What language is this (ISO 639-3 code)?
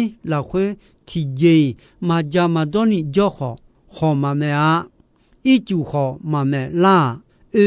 ahk